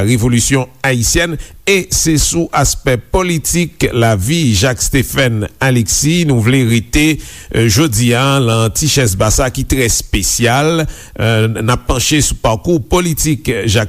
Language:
Haitian Creole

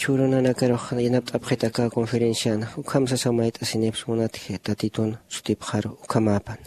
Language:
Aymara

